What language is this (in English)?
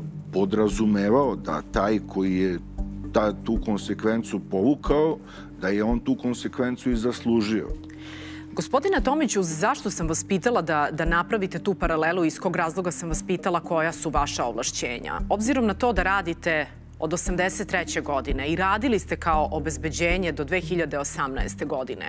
Serbian